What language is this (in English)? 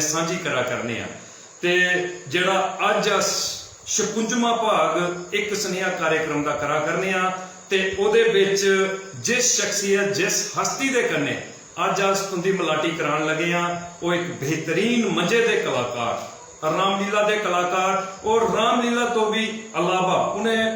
Dogri